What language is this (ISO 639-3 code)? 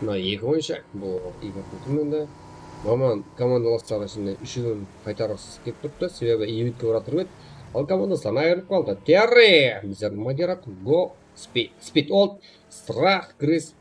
kaa